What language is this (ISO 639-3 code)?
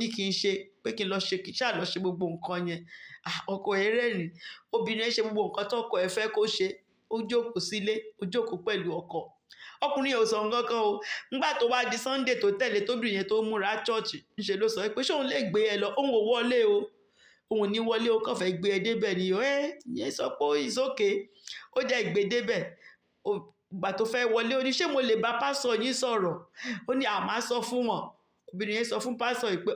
yor